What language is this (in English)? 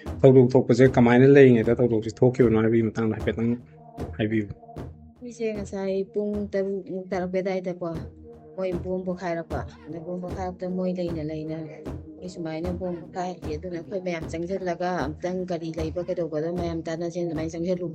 Manipuri